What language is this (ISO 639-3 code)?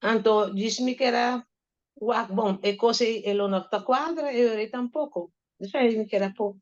pap